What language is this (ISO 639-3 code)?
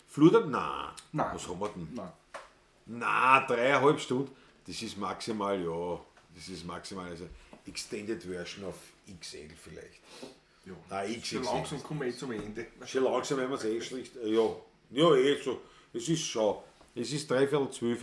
bar